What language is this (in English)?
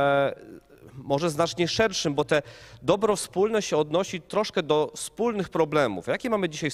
Polish